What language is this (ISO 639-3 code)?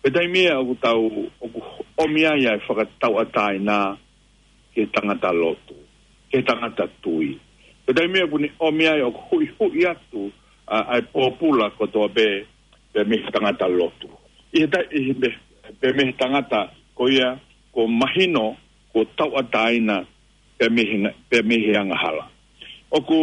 ton